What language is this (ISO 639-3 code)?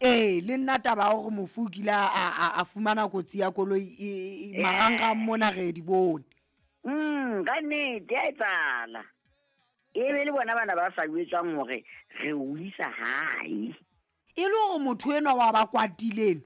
sot